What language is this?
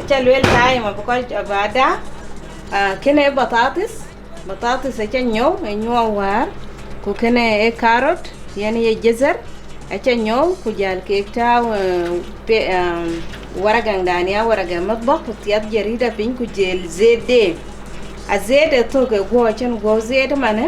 Dinka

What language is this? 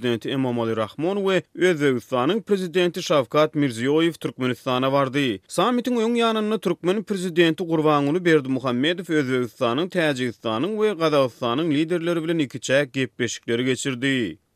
Turkmen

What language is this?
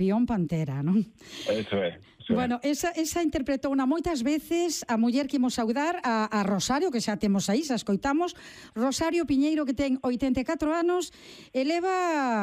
Galician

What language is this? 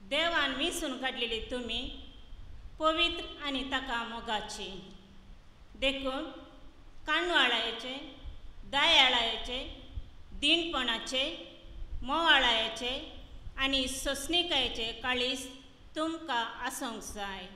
Konkani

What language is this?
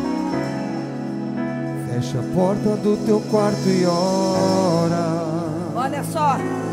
Portuguese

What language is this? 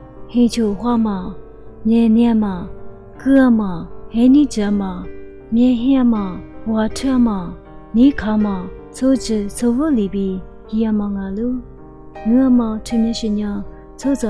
Lisu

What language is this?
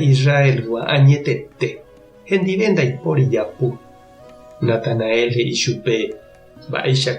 Guarani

